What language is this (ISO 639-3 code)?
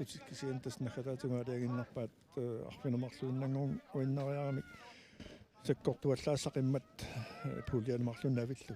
kal